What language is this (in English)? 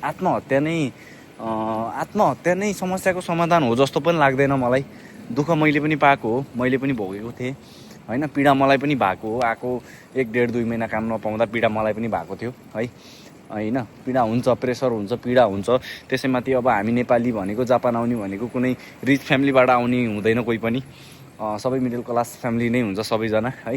Nepali